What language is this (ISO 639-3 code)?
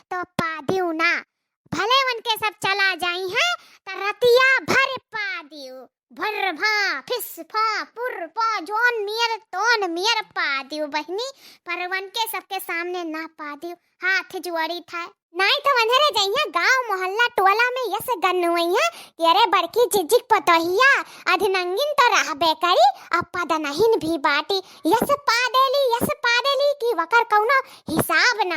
awa